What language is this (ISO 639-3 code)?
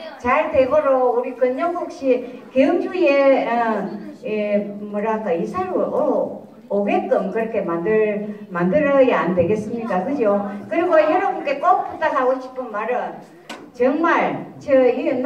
kor